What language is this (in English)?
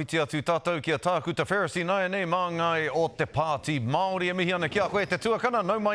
Māori